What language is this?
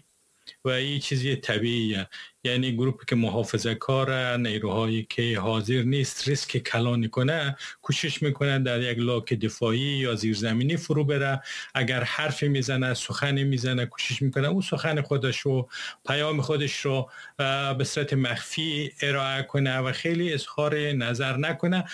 Persian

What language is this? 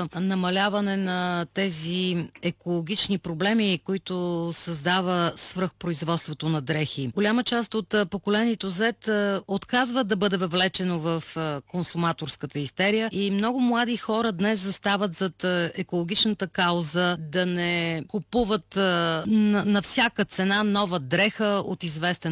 Bulgarian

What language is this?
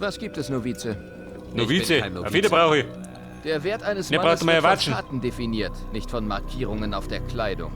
Bavarian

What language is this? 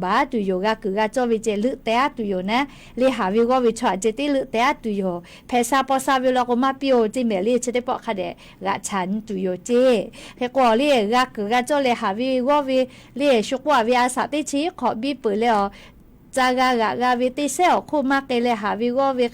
Lahu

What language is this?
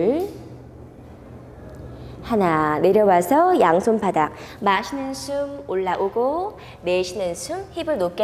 Korean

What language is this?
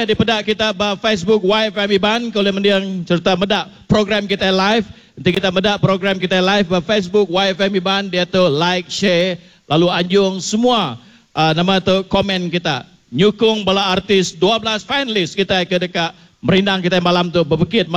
Iban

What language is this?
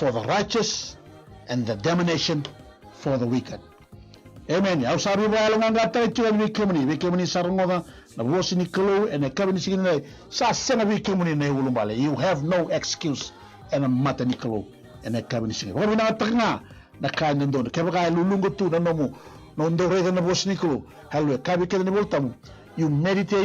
Fijian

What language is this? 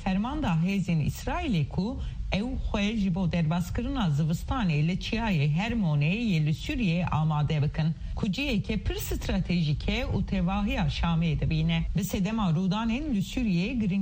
Kurdish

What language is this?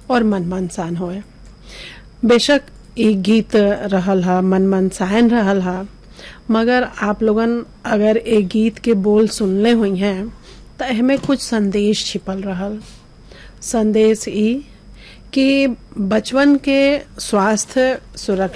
Bhojpuri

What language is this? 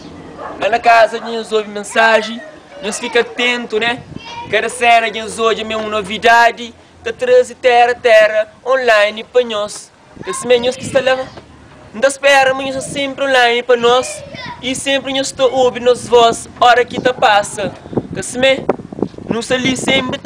Kabuverdianu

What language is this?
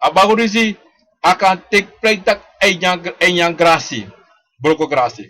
Sranan Tongo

